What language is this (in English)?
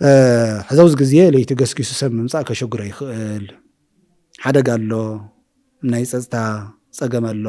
Tigrinya